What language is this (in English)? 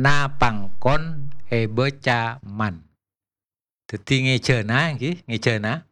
Madurese